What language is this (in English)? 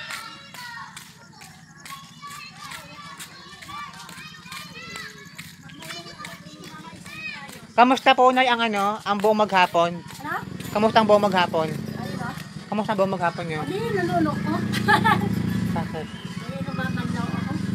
Filipino